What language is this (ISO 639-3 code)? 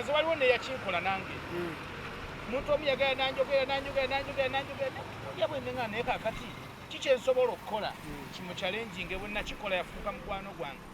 lug